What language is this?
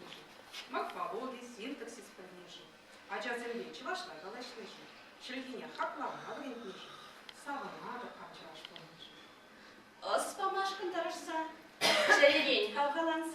Chuvash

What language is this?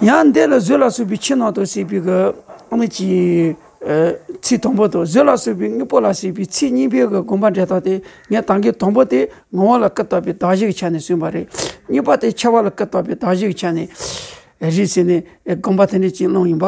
Tibetan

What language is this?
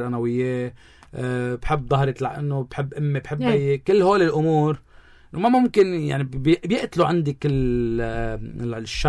North Levantine Arabic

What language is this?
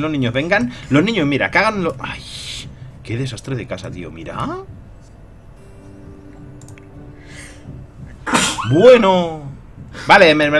Spanish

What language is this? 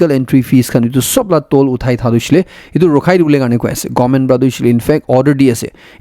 Naga Pidgin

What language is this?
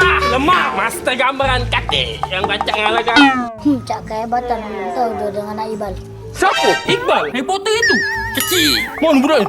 Musi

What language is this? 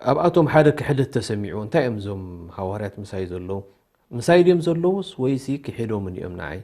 Tigrinya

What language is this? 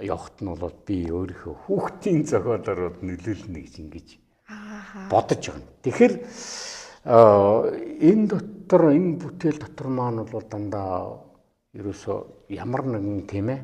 Mongolian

